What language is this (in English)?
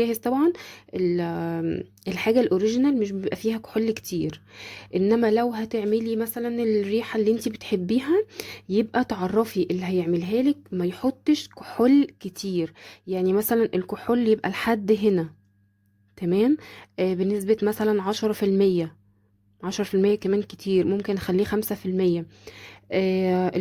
Egyptian Arabic